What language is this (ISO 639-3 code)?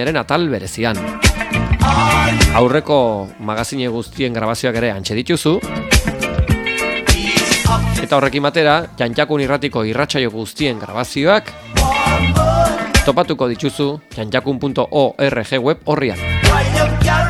eus